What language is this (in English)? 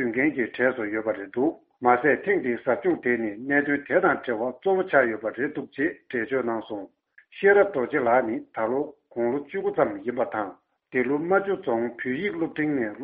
Tibetan